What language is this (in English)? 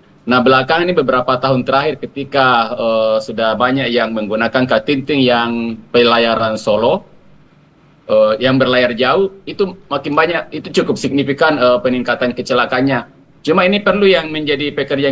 Indonesian